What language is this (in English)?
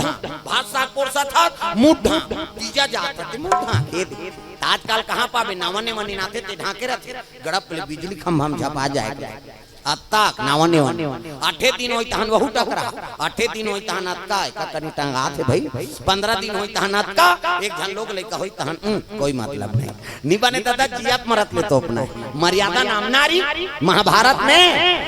Chhattisgarhi